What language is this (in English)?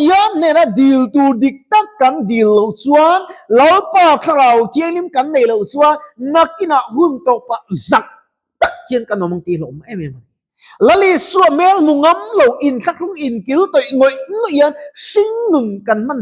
Mizo